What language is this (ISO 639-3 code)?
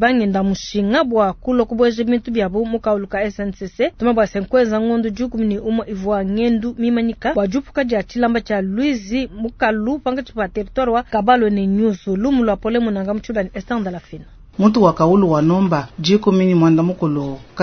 lua